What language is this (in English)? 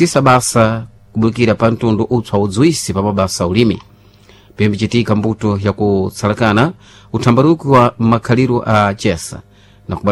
Sena